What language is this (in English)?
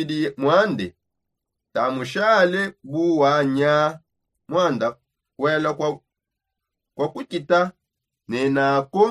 Songe